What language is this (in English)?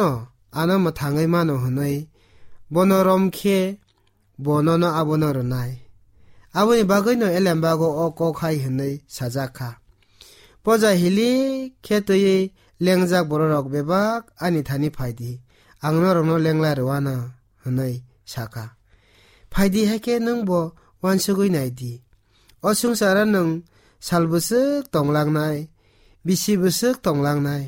Kok Borok